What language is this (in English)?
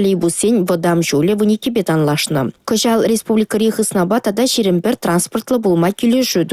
Chuvash